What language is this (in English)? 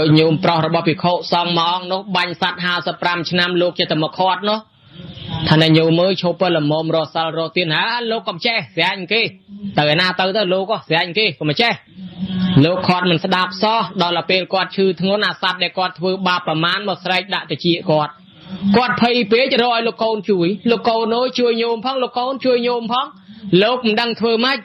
Khmer